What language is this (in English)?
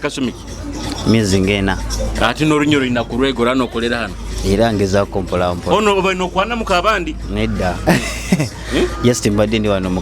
Nyoro